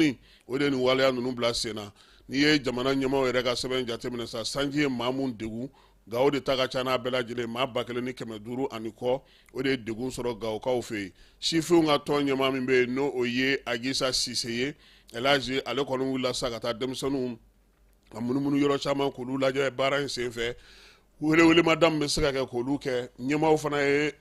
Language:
Bambara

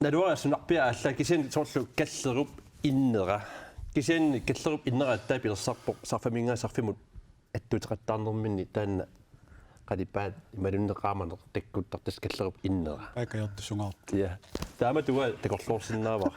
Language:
Kalaallisut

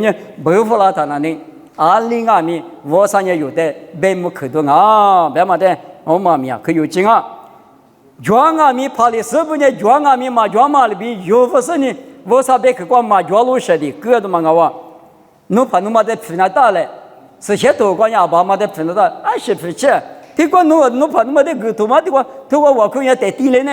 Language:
Lisu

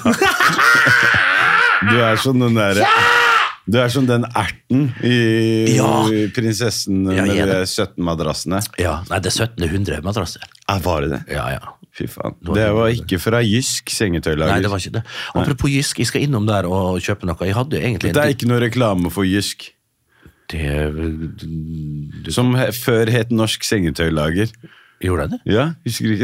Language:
Norwegian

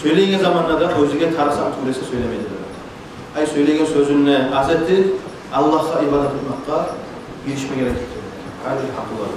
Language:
Kumyk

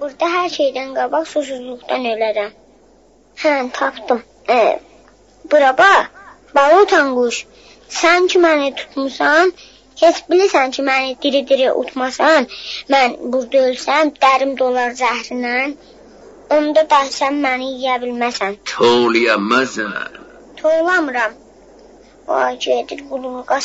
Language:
South Azerbaijani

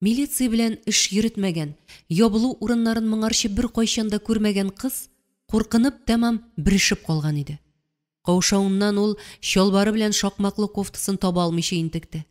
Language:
Tatar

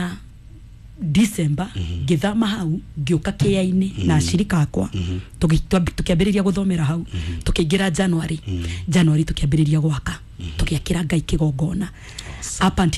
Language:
Kikuyu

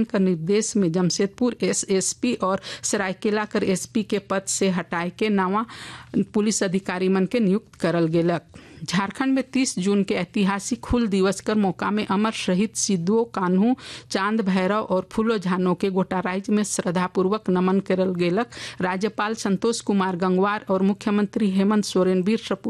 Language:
Sadri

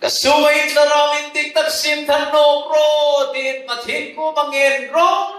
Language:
Hmar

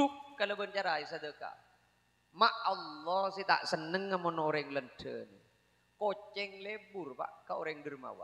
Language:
Madurese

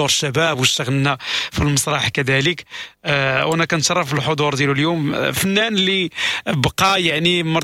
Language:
Moroccan Arabic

